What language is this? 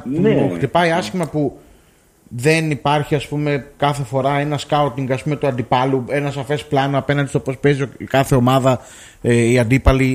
Greek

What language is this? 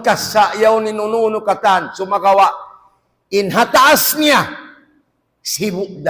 Tausug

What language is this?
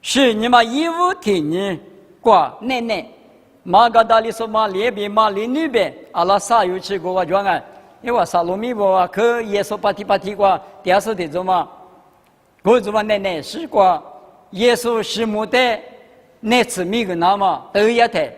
Lisu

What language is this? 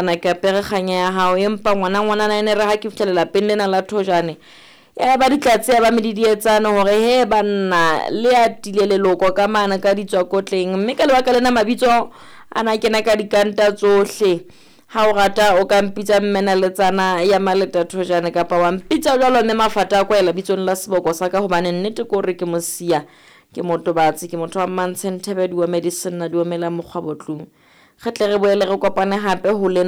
Southern Sotho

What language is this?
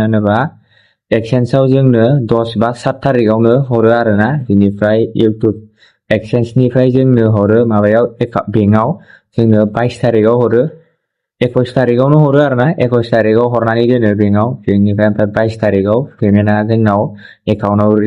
Bodo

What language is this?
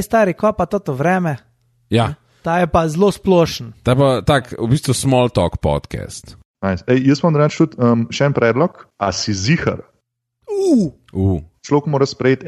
Slovenian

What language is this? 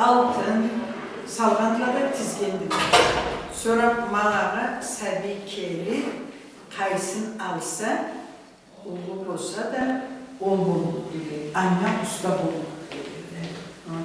Karachay-Balkar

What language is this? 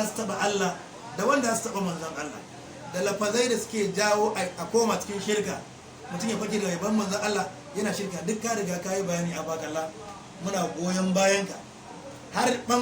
Hausa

